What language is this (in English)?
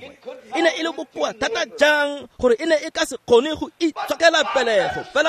Tswana